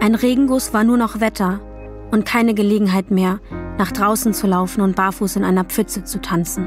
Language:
Swiss German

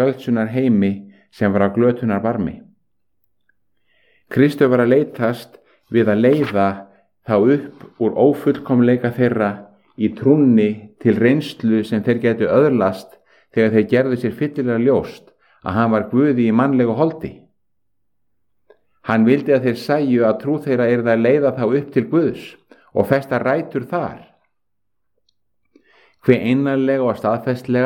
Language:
Icelandic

